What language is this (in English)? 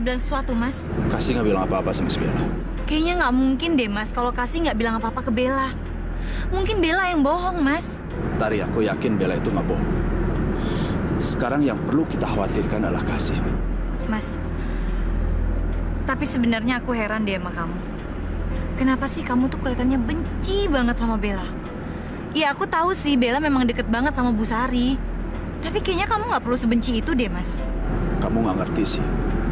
Indonesian